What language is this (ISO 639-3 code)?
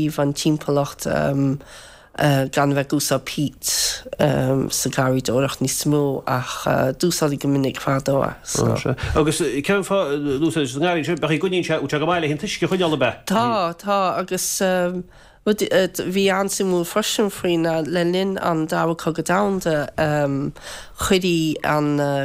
gle